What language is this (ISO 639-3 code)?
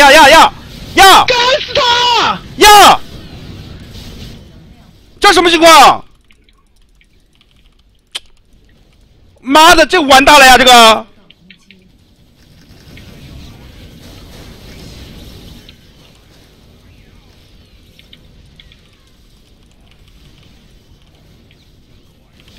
zho